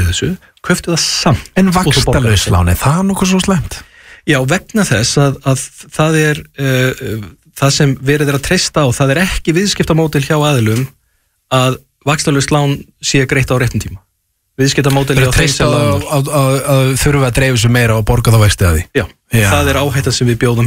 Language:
Icelandic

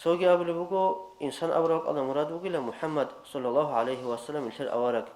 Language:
Avaric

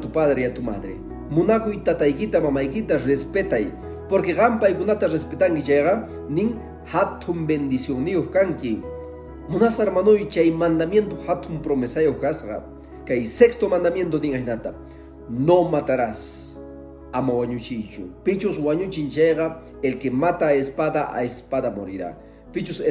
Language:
Quechua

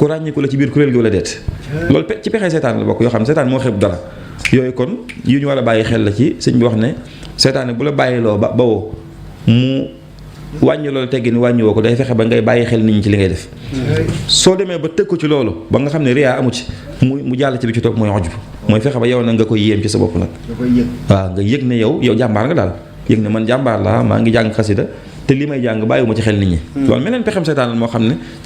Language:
Wolof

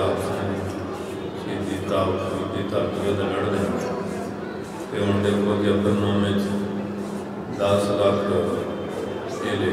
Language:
Punjabi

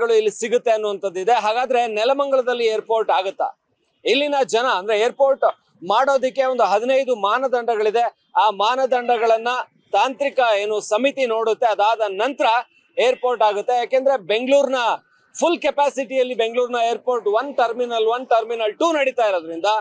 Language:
Kannada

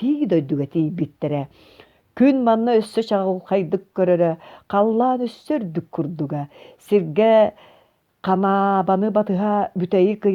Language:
Yakut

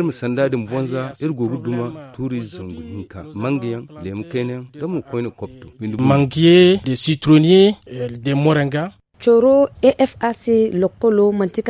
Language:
Zarma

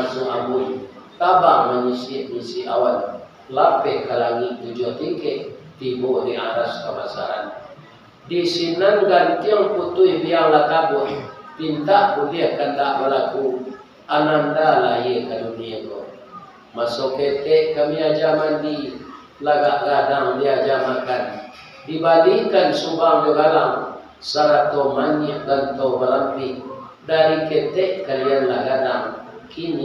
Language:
Minangkabau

